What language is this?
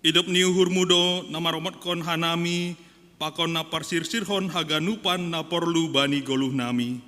Batak Simalungun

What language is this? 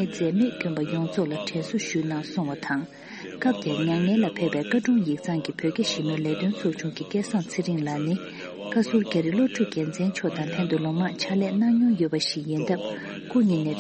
Tibetan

